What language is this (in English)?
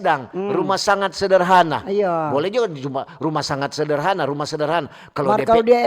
Manado Malay